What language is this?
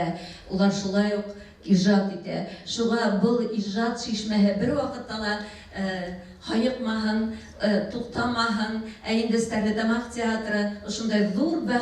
Bashkir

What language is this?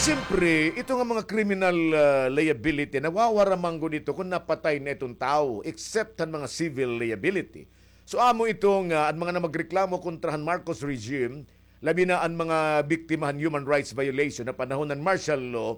Waray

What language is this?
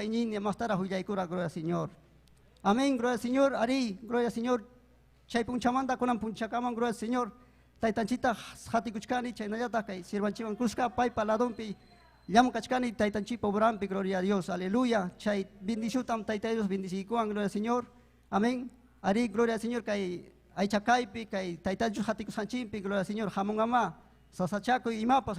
Ayacucho Quechua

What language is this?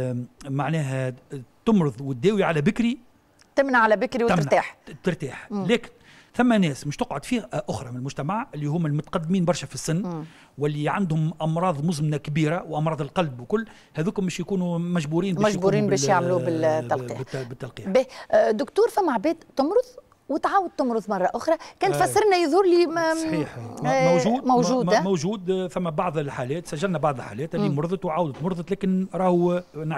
Tunisian Arabic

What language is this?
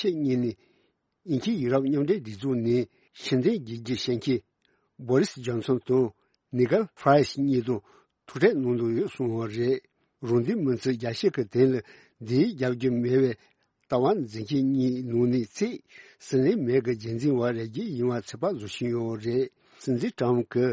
Tibetan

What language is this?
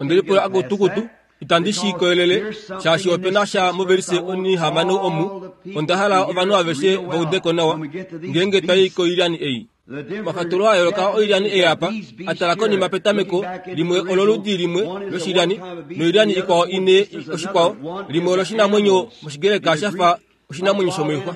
Kuanyama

